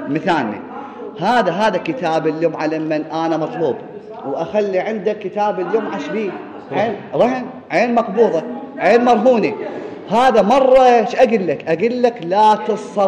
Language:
Mesopotamian Arabic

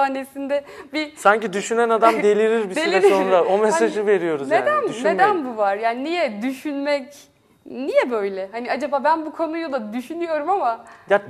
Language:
Turkish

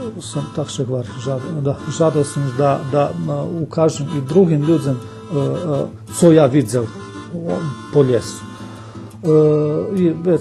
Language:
Rusyn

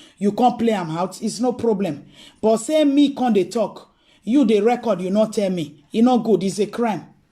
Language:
Nigerian Pidgin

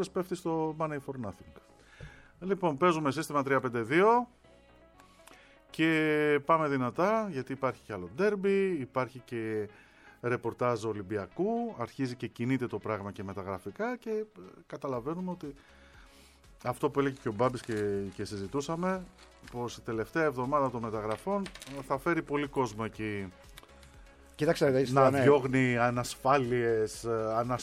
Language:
Greek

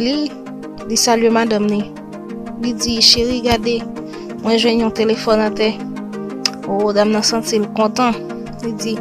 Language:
Haitian Creole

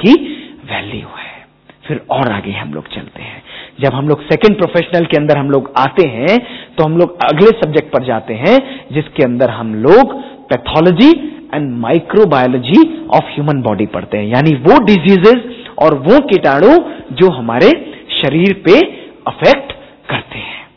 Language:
Hindi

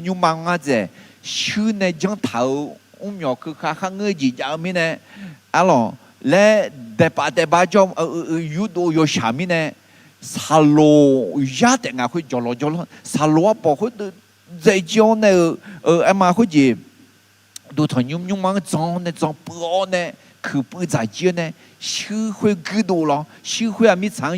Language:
Akha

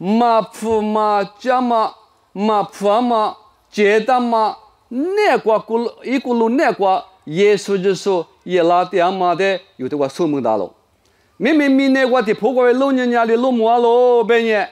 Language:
Lisu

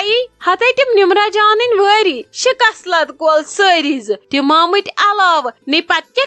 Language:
Kashmiri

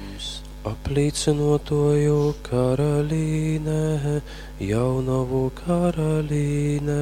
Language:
Latgalian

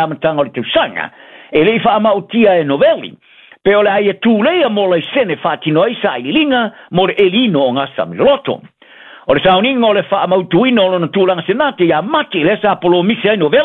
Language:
Samoan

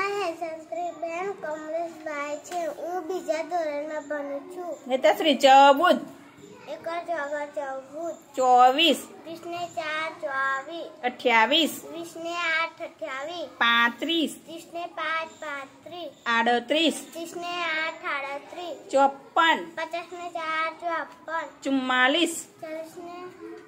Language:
Gujarati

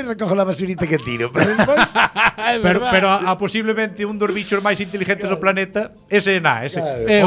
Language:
Galician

